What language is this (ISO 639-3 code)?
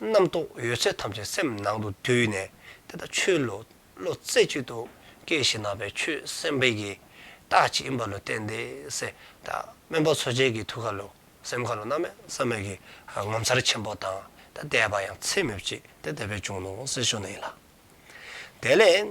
dzo